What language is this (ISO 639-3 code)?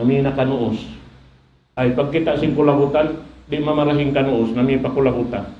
tsg